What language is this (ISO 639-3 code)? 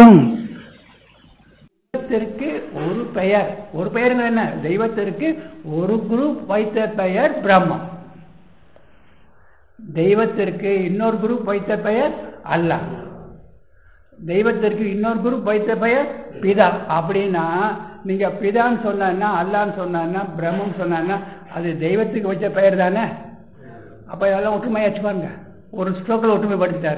tam